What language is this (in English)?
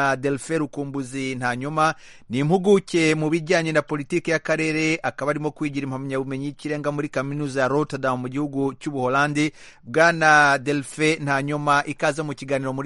Kinyarwanda